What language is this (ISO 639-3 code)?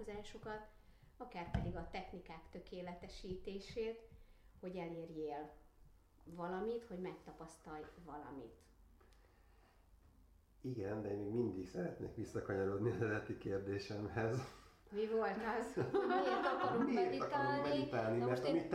hun